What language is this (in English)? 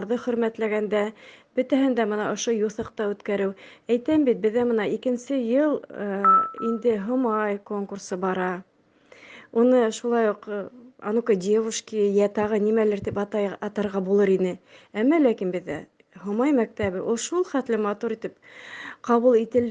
Bashkir